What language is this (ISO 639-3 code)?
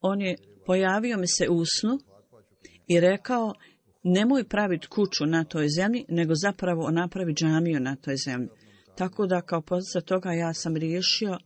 bos